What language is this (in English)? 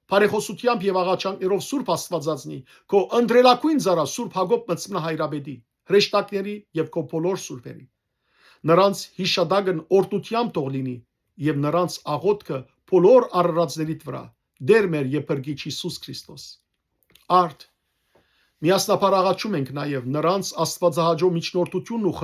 Western Armenian